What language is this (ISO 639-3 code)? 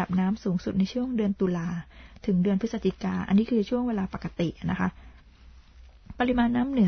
tha